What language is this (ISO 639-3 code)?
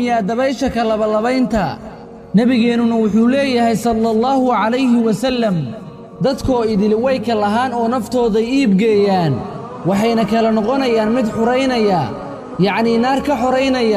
som